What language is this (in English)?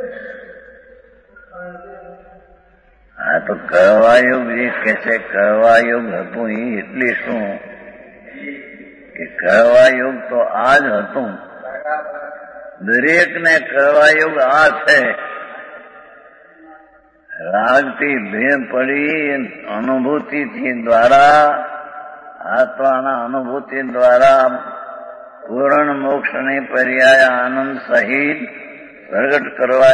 Gujarati